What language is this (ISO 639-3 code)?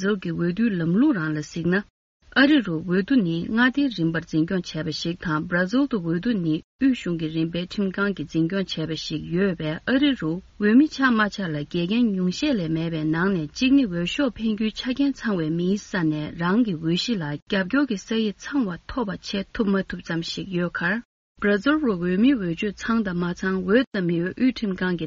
bod